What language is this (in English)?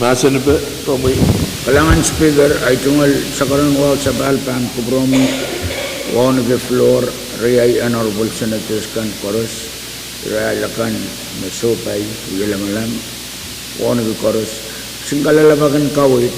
Pohnpeian